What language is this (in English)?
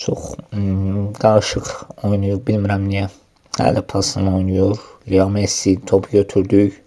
Azerbaijani